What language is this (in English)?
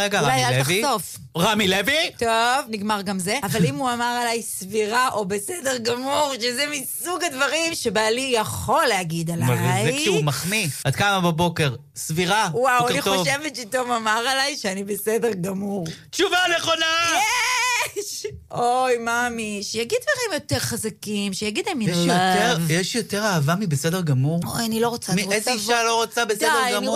Hebrew